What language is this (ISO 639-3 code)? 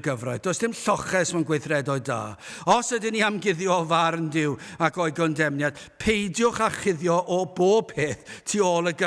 cym